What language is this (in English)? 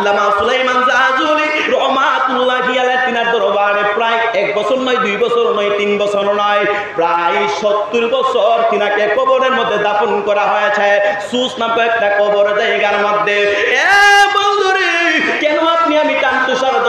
Sylheti